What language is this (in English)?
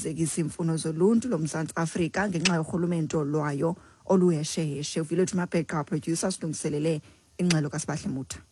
Xhosa